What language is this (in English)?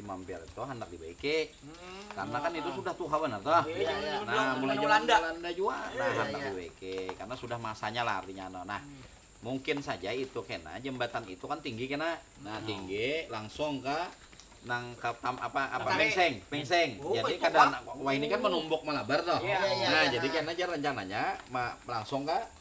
Banjar